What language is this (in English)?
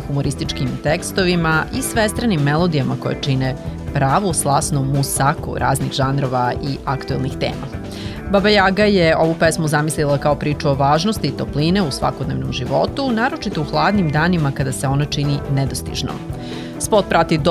Serbian